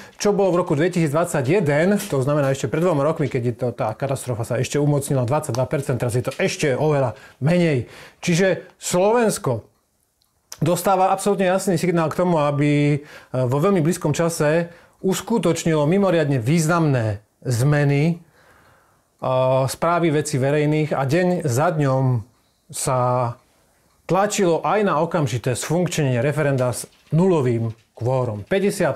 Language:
Slovak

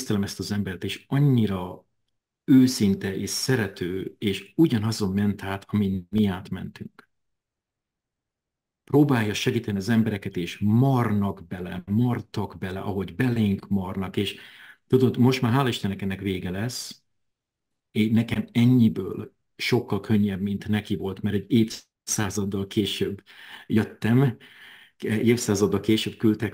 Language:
Hungarian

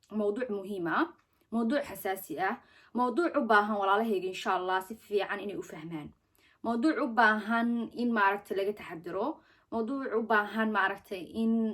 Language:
Somali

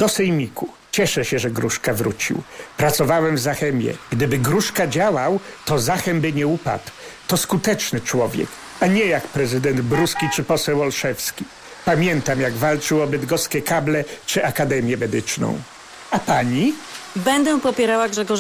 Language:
Polish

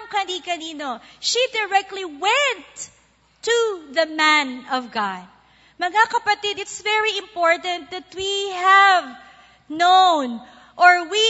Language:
Filipino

